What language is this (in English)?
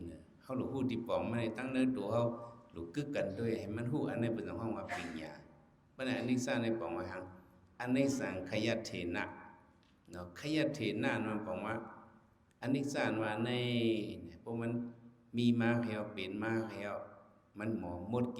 Shan